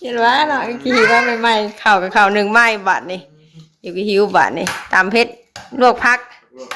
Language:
Northeastern Thai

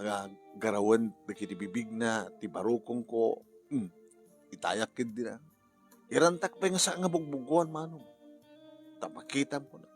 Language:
Iloko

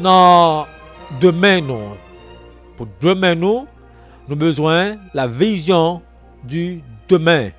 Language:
Haitian Creole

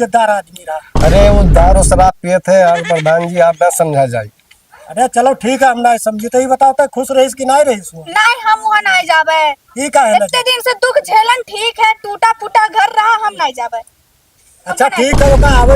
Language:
Awadhi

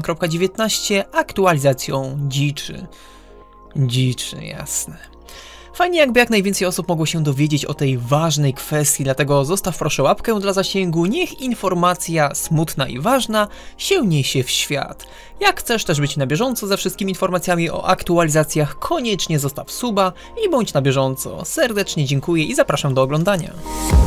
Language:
Polish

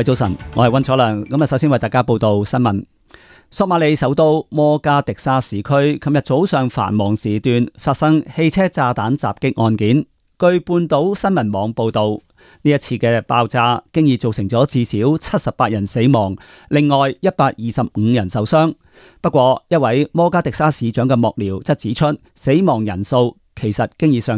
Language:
Cantonese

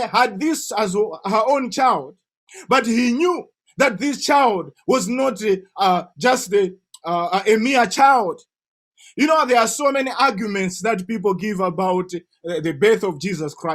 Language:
English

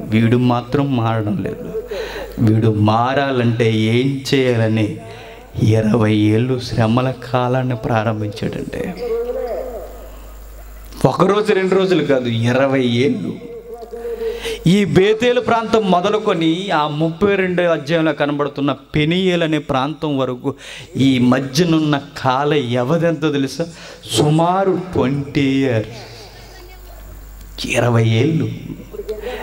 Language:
Telugu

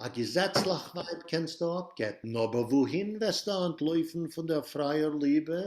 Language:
Yiddish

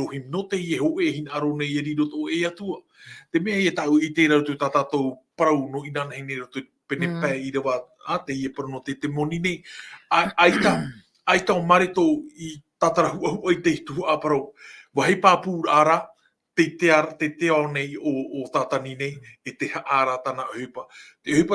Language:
Tahitian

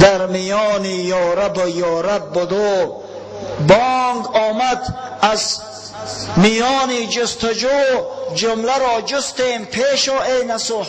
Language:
Tajik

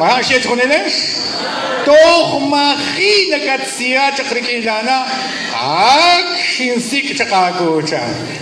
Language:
Kekchí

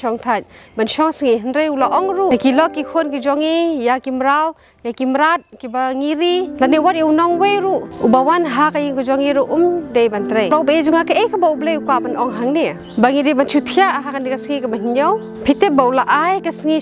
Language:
Khasi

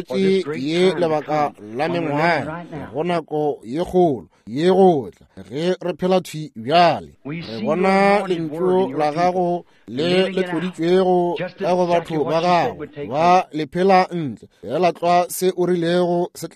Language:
Northern Sotho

